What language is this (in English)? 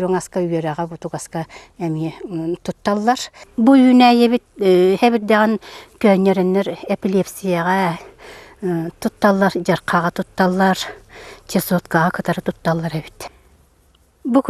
Yakut